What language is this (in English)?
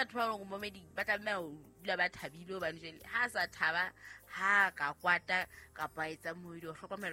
Southern Sotho